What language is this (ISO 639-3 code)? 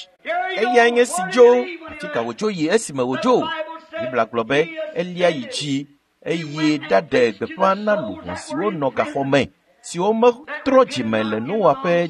ewe